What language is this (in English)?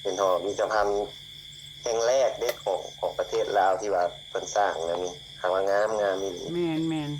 Northeastern Thai